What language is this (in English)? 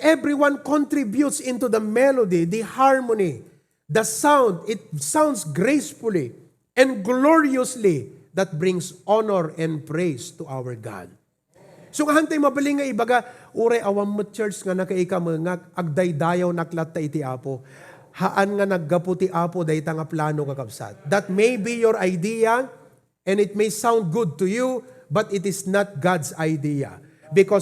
Iloko